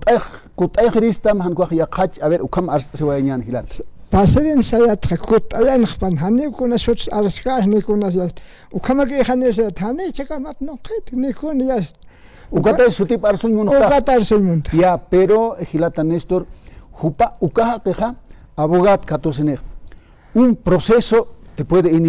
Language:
Aymara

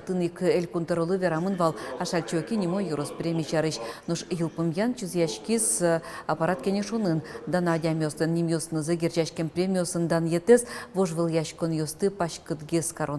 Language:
Udmurt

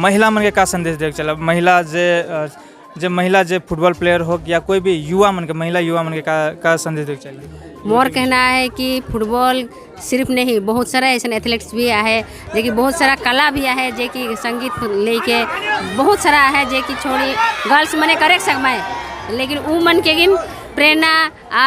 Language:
Sadri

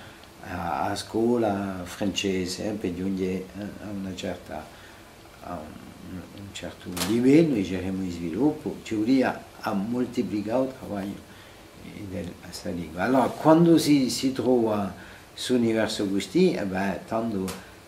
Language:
Corsican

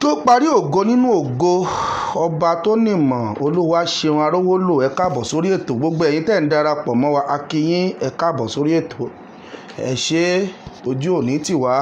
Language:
Yoruba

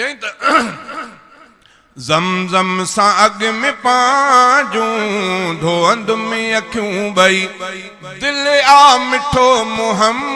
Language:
Sindhi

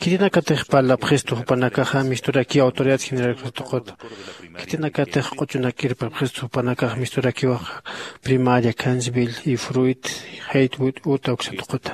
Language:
Aymara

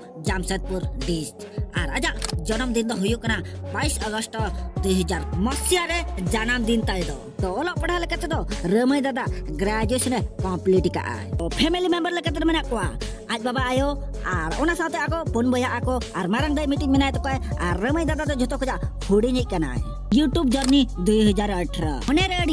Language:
Santali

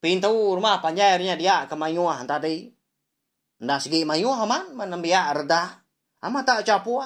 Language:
Iban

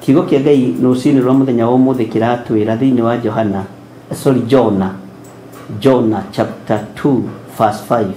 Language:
Kikuyu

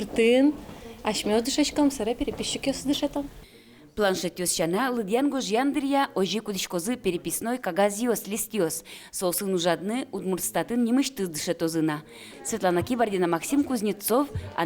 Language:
Udmurt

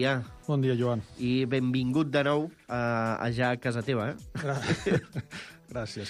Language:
Catalan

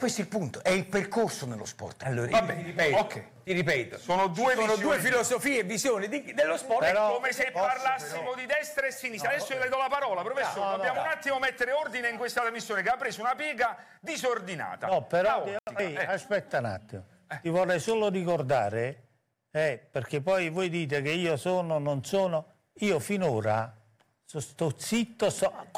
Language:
Italian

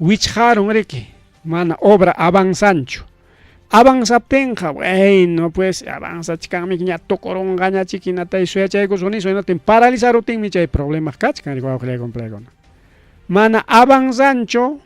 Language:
Ayacucho Quechua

